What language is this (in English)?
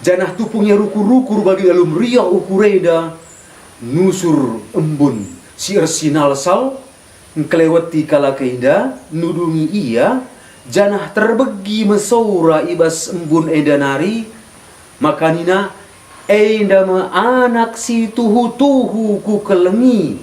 Batak Karo